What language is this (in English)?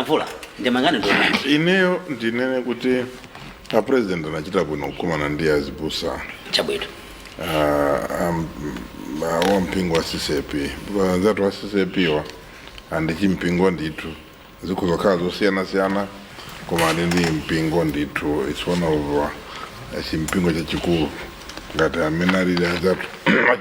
Nyanja